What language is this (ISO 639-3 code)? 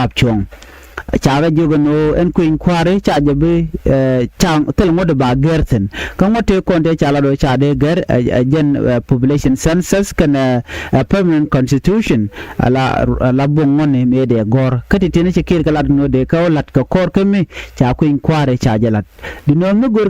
nus